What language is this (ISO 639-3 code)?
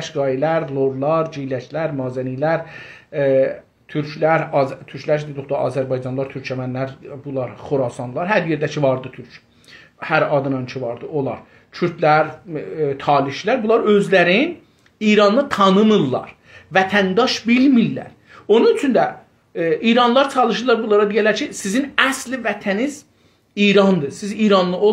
azb